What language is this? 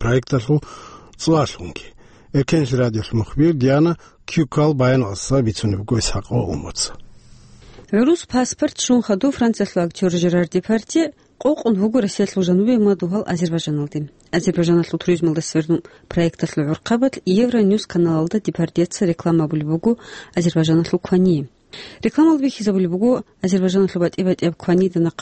Avaric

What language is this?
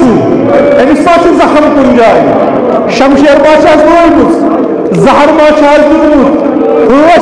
Kashmiri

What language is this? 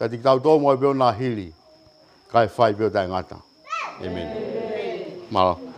Tongan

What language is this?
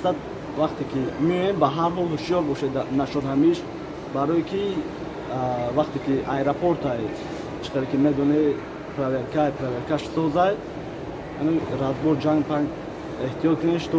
Tajik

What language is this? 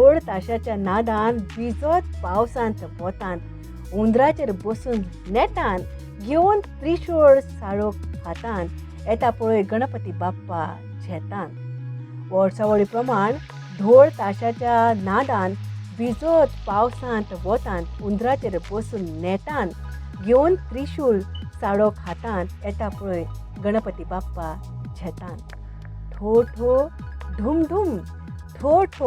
Konkani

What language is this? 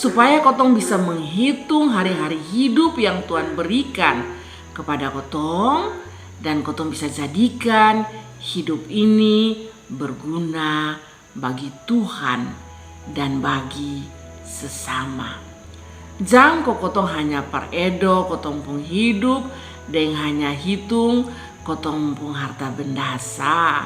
Kupang Malay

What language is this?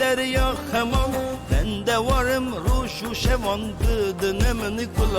Kurdish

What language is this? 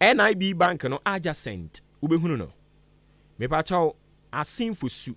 Akan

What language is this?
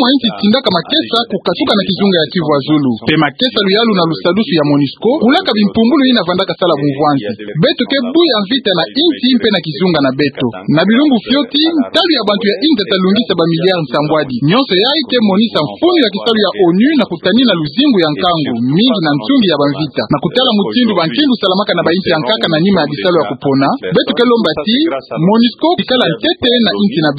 Kituba (Democratic Republic of Congo)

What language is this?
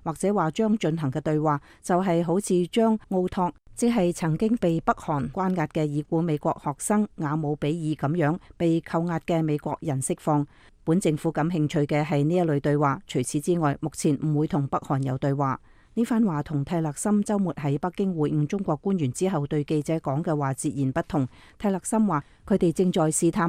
Cantonese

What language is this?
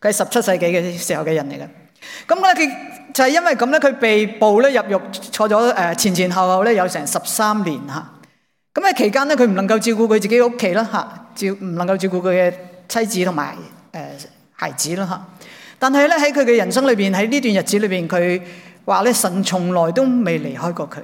Cantonese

